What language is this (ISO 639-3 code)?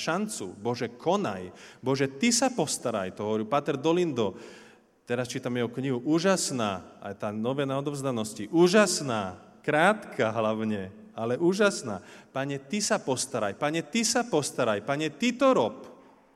slk